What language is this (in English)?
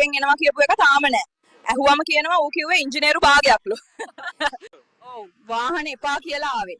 Sinhala